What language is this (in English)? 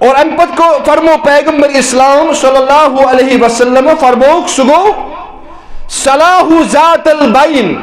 Kashmiri